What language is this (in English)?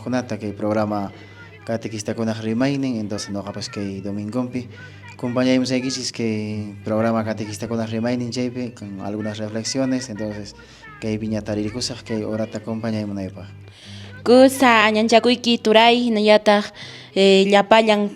Quechua